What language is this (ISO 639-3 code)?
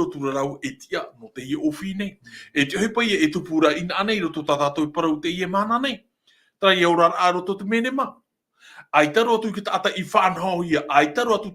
tah